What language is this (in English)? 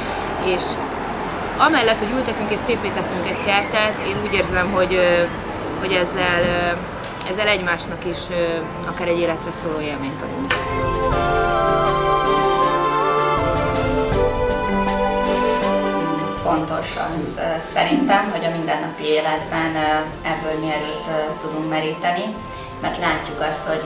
Hungarian